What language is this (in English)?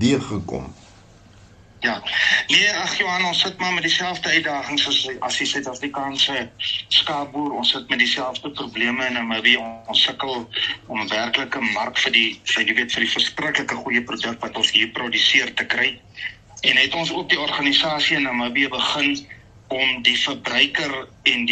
Afrikaans